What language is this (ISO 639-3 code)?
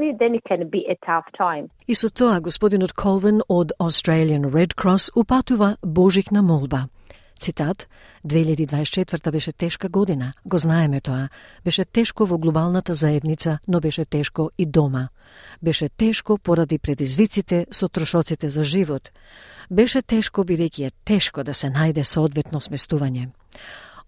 mkd